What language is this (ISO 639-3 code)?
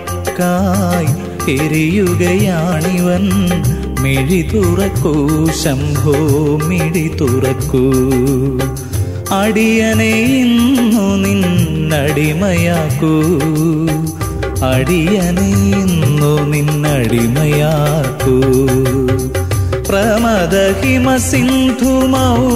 mal